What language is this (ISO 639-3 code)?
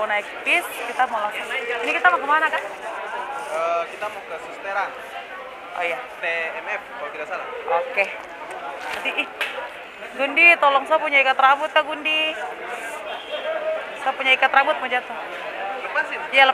ind